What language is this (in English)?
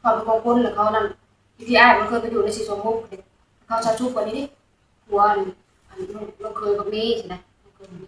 Northeastern Thai